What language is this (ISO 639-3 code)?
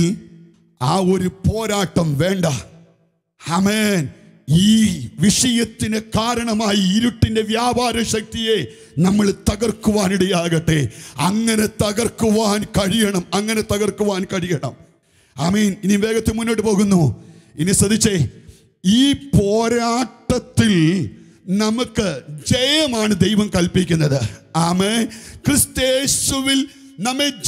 mal